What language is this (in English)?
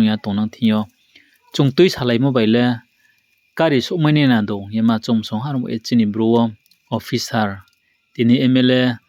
Riang (India)